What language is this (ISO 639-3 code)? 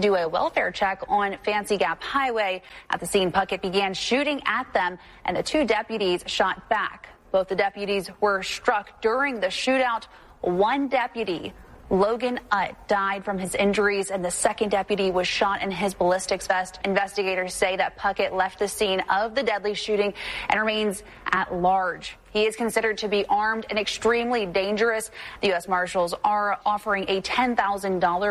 eng